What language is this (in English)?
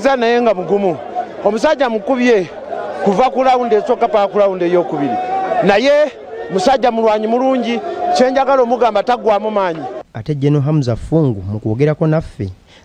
Ganda